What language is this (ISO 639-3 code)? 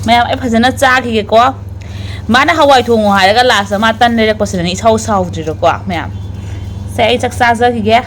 mni